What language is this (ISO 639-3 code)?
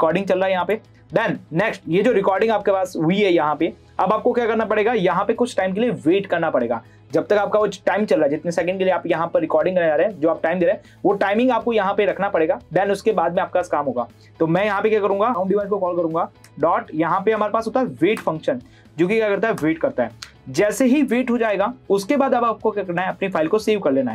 hin